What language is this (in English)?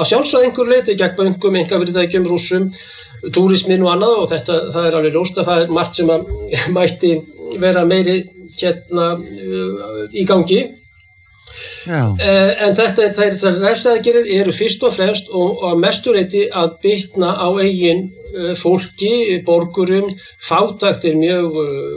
Icelandic